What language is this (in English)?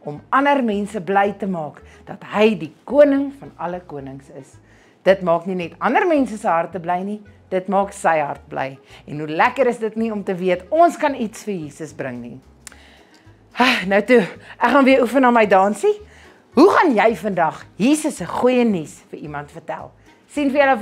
Afrikaans